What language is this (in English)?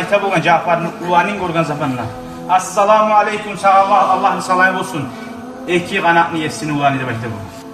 Kumyk